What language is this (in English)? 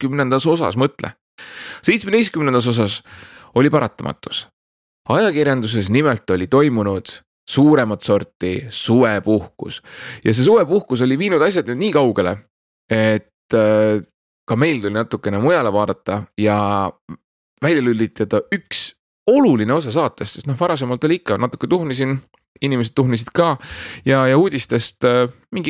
Estonian